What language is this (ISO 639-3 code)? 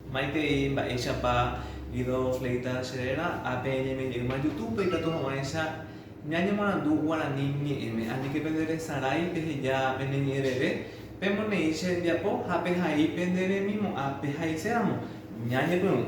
grn